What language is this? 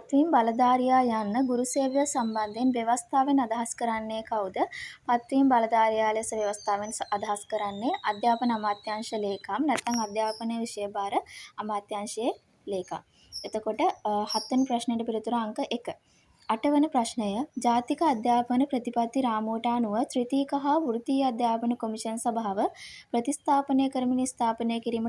Sinhala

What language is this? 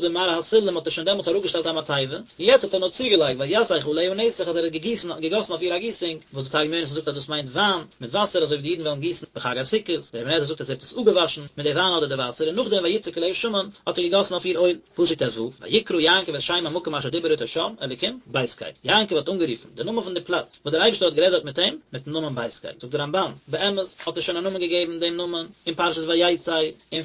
Yiddish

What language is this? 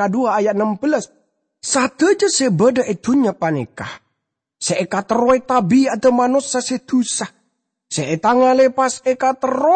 Madurese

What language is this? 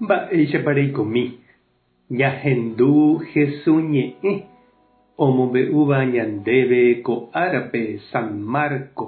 Guarani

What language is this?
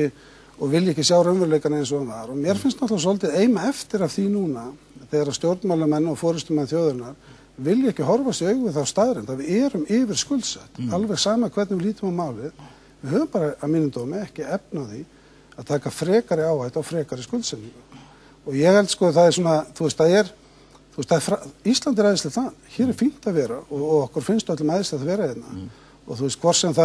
Icelandic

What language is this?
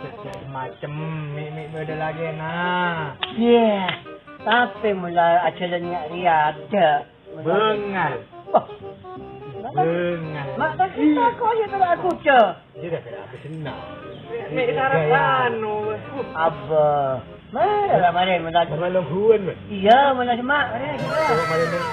Madurese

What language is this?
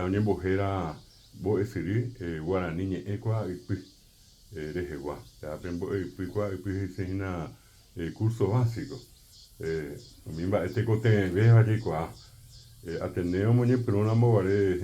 Guarani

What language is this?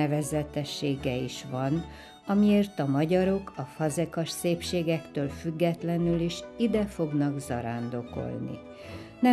Hungarian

